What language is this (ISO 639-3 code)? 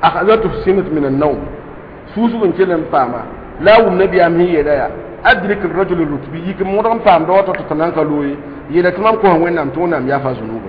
mos